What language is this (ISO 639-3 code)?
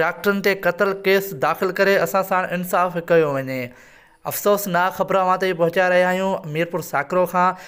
snd